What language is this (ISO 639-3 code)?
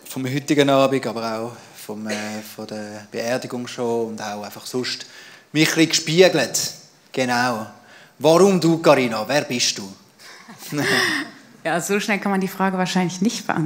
gsw